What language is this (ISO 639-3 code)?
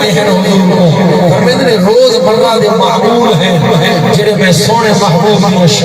skr